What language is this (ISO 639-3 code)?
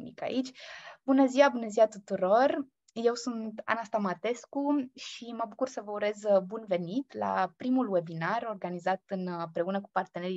ron